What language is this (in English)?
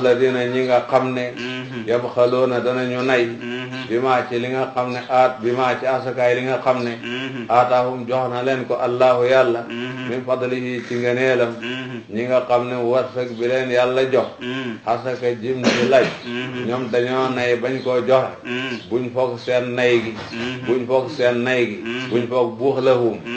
Wolof